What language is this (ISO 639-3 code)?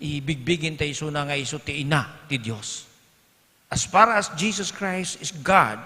ilo